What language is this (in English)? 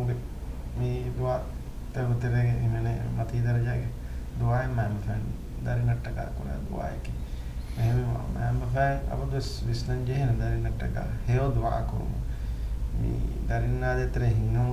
Divehi